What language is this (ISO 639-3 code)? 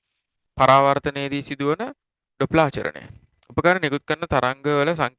sin